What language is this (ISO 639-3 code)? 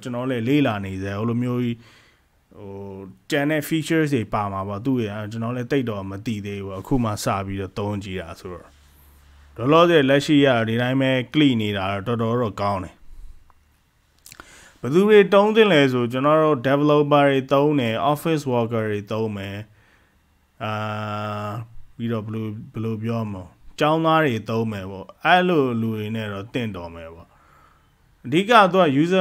mya